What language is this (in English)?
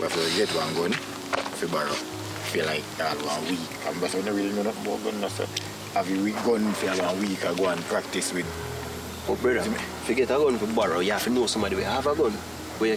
Jamaican Creole English